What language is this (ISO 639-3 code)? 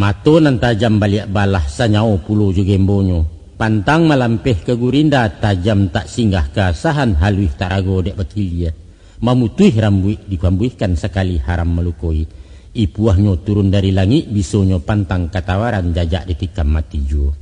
min